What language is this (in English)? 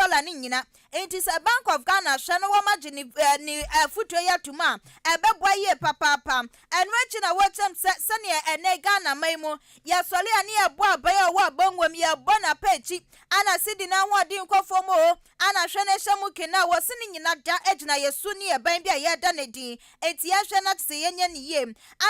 Akan